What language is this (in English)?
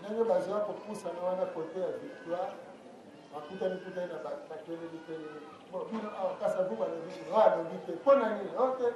Lingala